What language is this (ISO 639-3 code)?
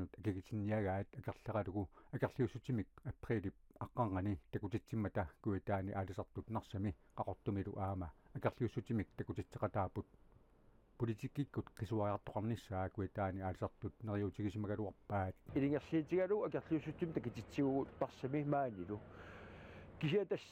kal